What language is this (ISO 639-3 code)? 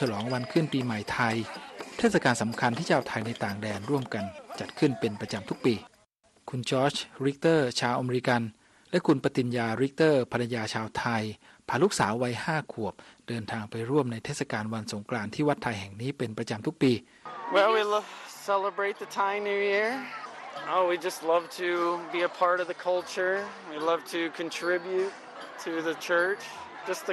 tha